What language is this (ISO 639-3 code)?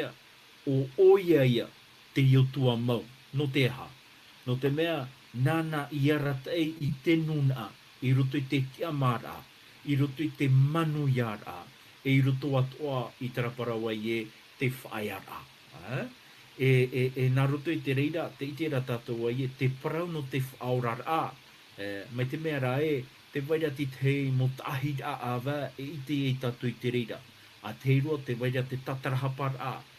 tah